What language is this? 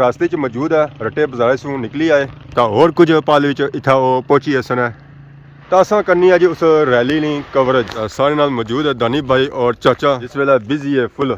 Pahari-Potwari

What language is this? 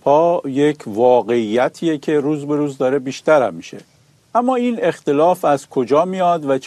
Persian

